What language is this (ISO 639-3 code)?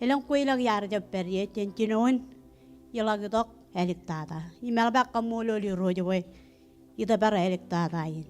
mah